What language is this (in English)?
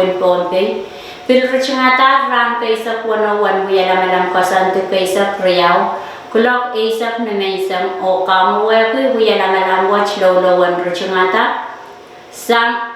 Pohnpeian